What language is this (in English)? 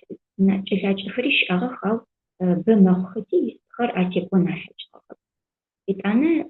Adyghe